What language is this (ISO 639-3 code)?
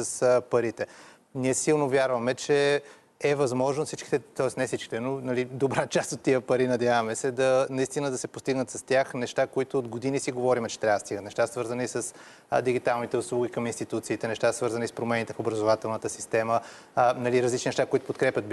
bul